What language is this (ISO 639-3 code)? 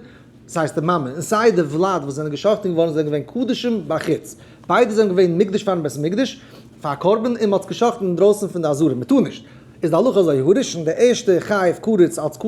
yid